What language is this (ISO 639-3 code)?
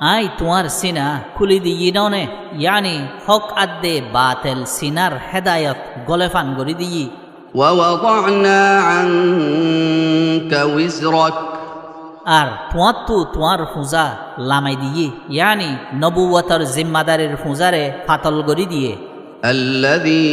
rhg